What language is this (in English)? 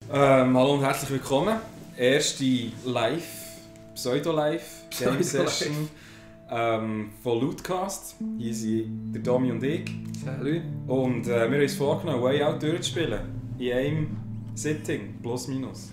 Swiss German